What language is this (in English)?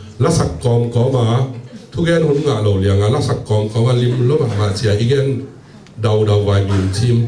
Tedim Chin